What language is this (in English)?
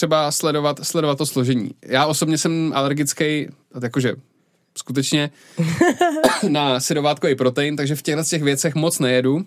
Czech